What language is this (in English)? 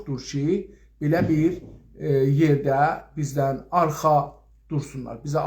South Azerbaijani